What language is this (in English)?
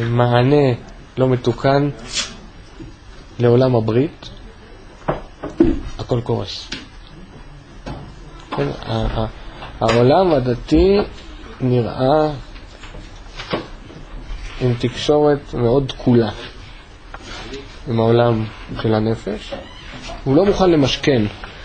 Hebrew